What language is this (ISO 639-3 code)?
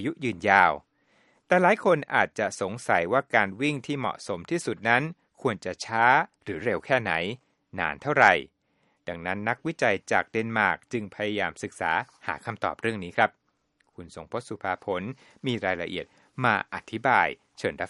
tha